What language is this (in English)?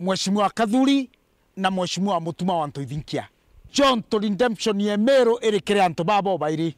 Meru